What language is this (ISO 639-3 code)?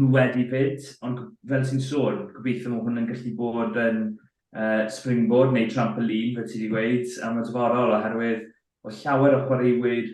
cym